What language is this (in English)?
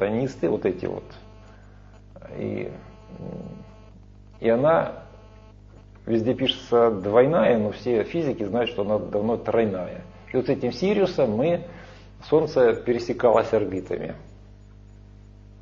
Russian